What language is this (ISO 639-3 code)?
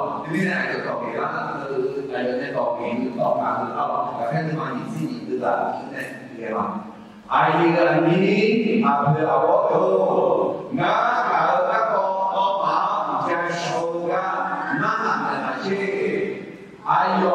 ahk